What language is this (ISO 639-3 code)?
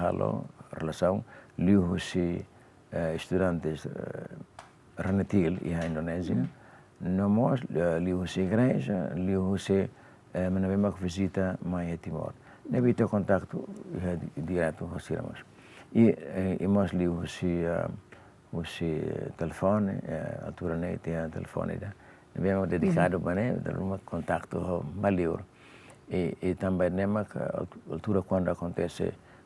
tet